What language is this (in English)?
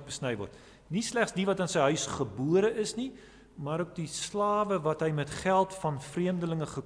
Afrikaans